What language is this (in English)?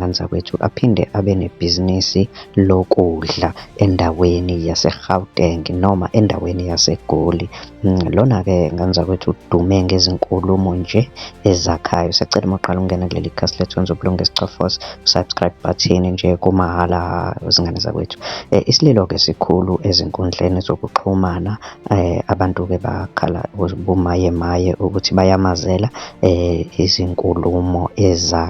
Zulu